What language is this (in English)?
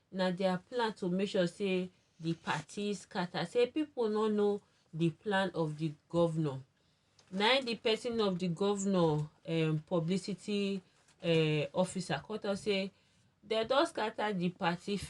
Nigerian Pidgin